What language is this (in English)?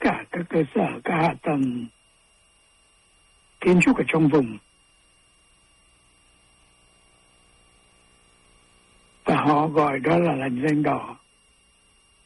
Vietnamese